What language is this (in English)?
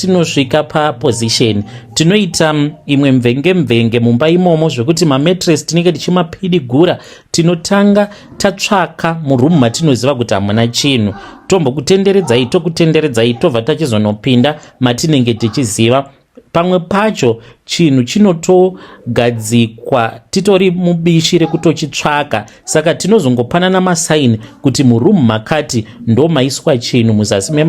Shona